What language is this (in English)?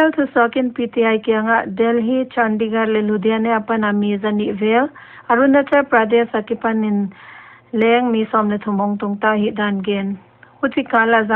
Paite Chin